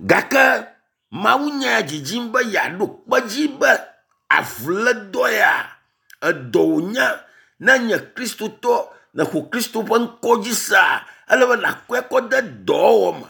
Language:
Ewe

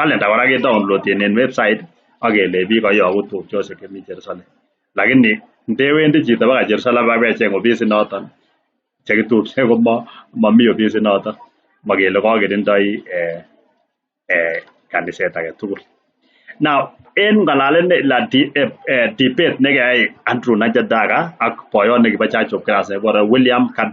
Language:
Kalenjin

